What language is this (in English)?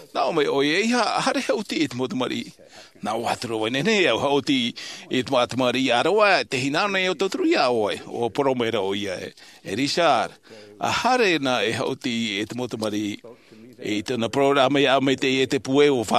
Tahitian